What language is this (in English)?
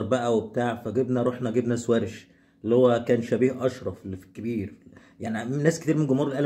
Egyptian Arabic